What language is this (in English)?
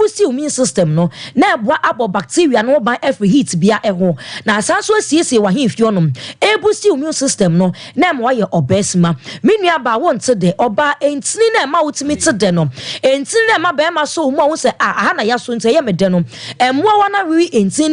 Akan